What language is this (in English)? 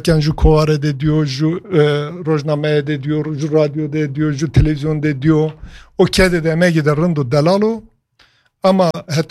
Kurdish